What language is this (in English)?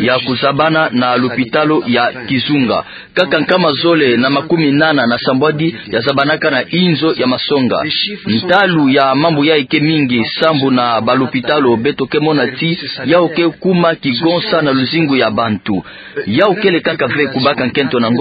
Kituba (Democratic Republic of Congo)